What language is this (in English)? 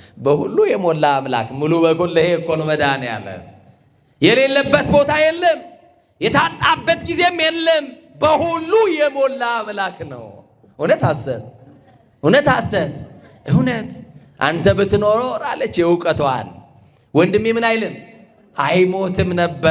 Amharic